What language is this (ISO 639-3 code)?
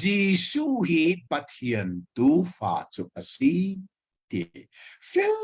cnh